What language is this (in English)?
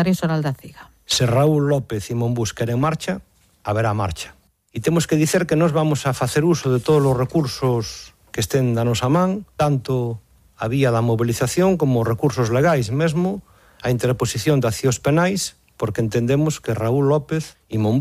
Galician